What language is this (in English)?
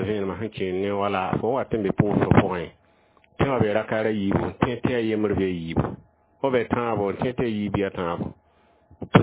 Mossi